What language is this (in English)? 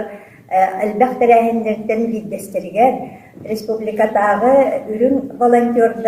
Yakut